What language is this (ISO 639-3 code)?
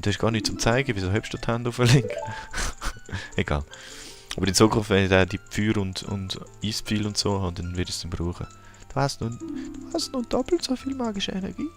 gsw